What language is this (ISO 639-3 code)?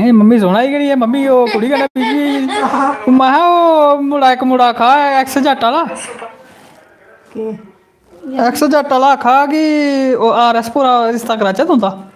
doi